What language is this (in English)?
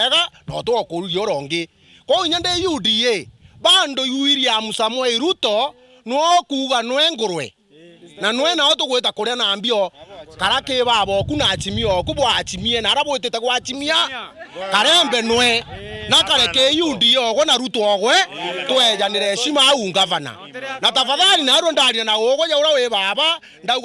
Meru